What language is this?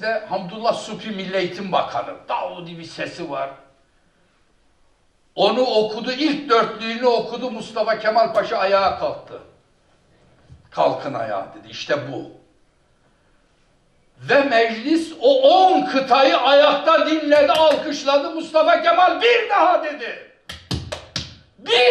Turkish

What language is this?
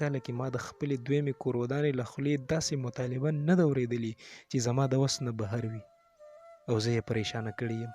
Pashto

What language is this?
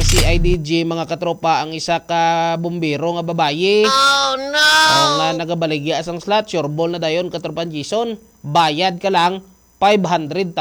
Hiligaynon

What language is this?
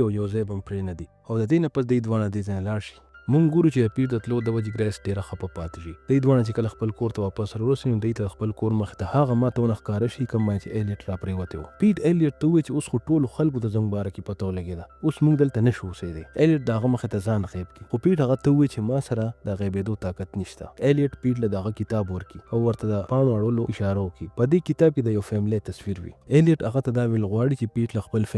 Pashto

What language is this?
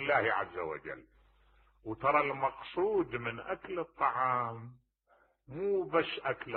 Mesopotamian Arabic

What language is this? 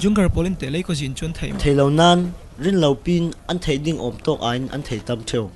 Falam Chin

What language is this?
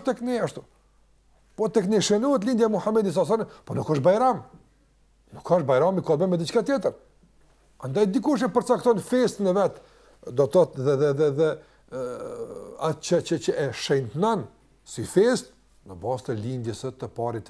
Albanian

